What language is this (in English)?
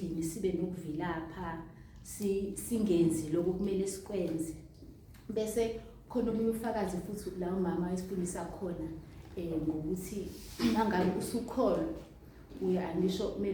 Zulu